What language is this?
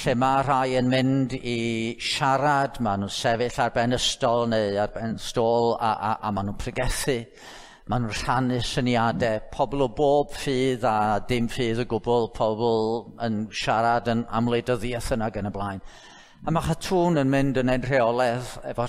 Welsh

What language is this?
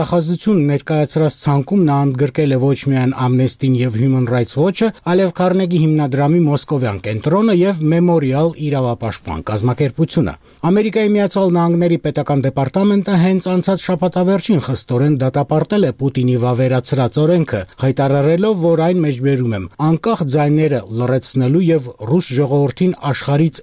Armenian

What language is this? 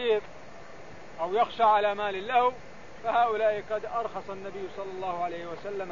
Arabic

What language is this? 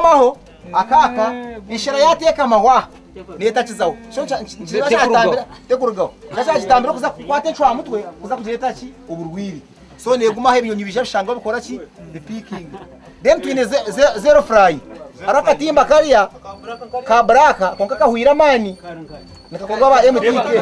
Nyankole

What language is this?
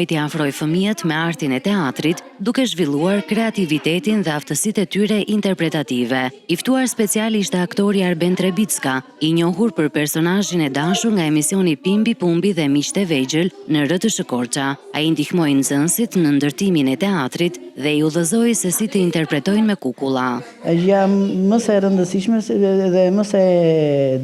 Albanian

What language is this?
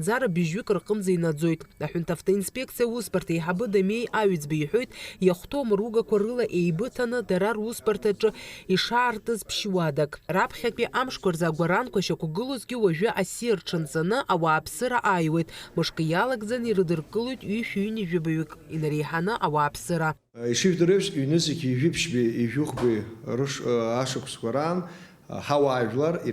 Abkhazian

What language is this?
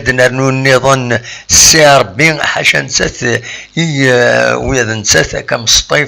Kabyle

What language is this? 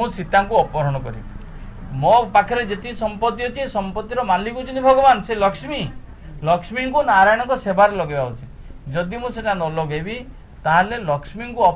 Odia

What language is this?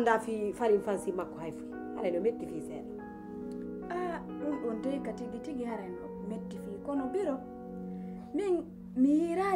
Pular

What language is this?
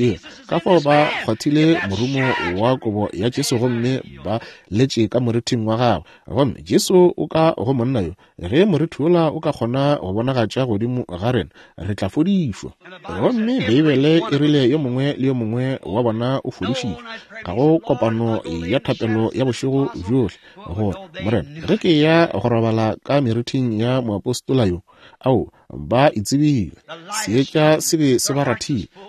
Northern Sotho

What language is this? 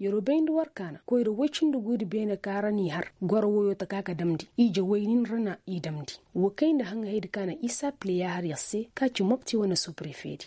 Koyraboro Senni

